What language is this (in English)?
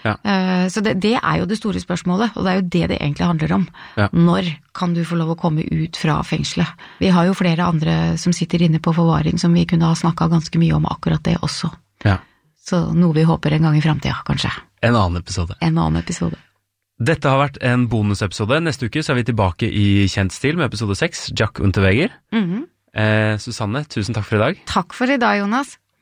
Norwegian